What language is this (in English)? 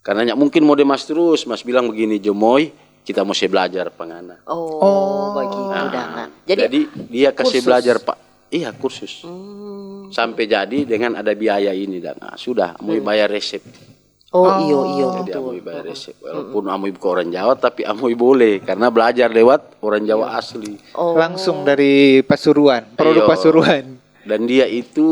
Manado Malay